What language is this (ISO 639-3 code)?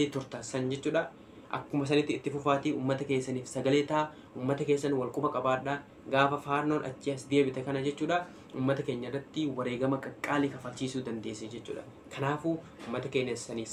orm